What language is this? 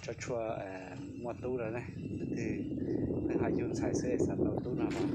Hmong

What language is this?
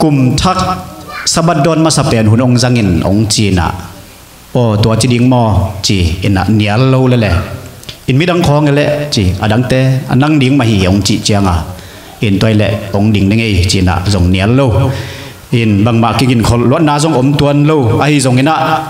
Tedim Chin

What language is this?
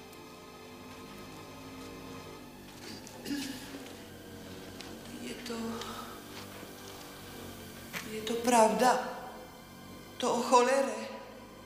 Slovak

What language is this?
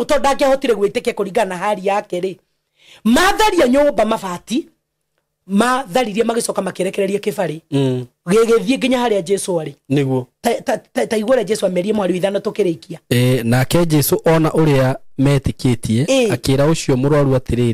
Kikuyu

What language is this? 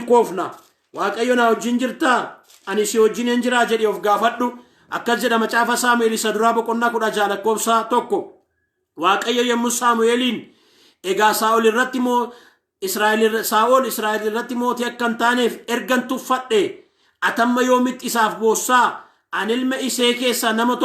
Oromo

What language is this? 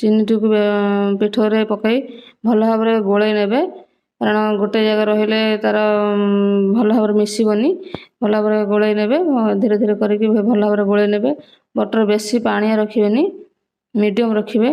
Odia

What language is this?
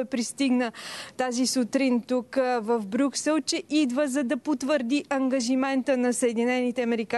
Bulgarian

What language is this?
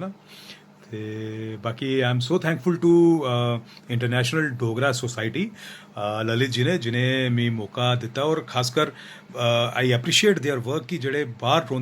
Dogri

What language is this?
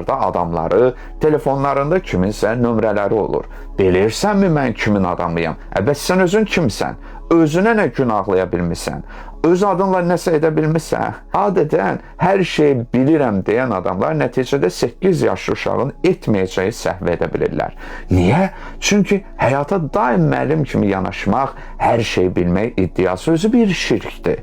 Azerbaijani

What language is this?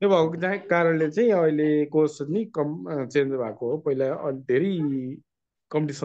Nepali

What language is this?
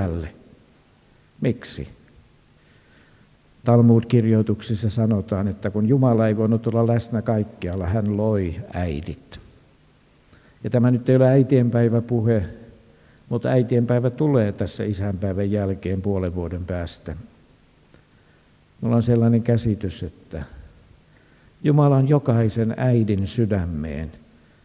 Finnish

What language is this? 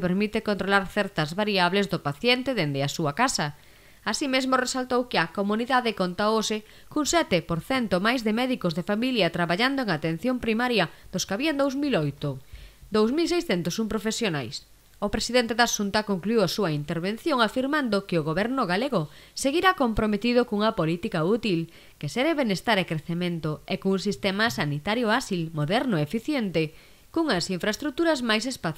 Galician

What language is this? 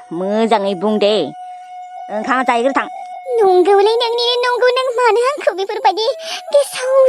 Bodo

